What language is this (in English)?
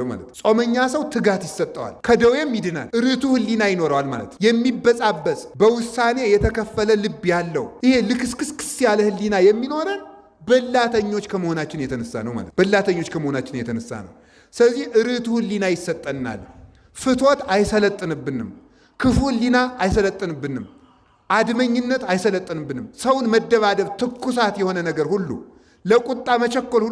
Amharic